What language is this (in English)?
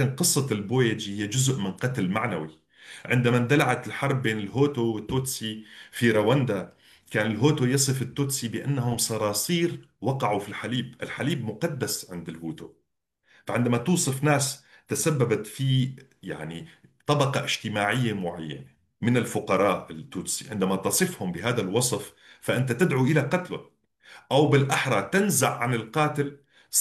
North Levantine Arabic